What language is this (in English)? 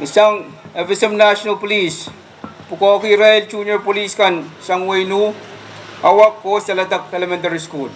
Pohnpeian